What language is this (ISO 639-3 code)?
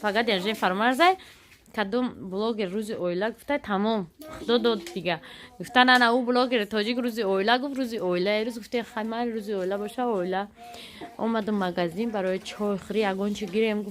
tgk